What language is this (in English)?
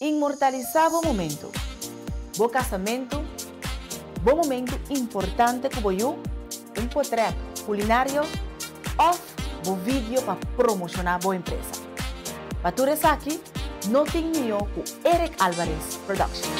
Papiamento